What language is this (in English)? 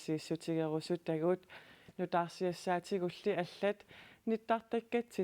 Kalaallisut